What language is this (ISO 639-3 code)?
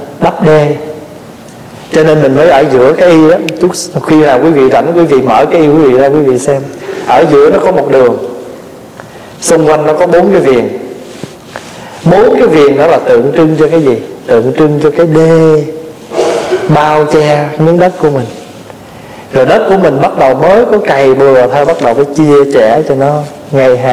vie